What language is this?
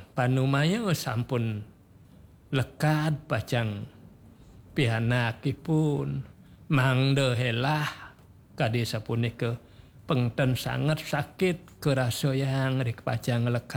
Balinese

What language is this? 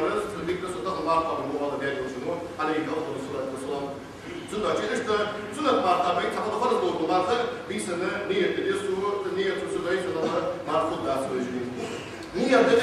Ingush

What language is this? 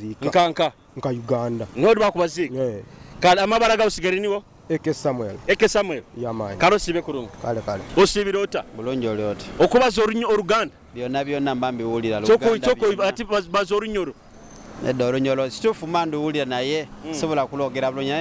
Nyoro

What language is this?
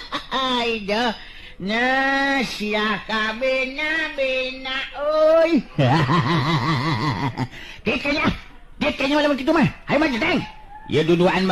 Sundanese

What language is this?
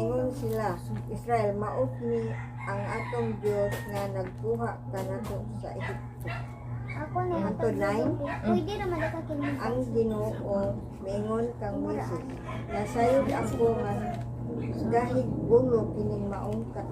Cebuano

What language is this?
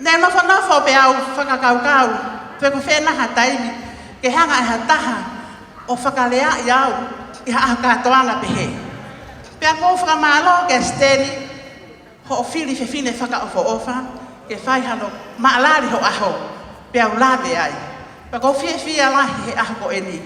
Tongan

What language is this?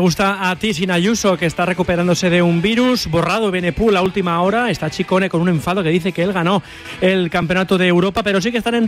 Spanish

